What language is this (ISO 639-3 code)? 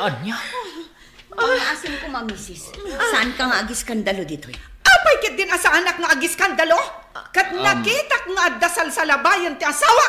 ilo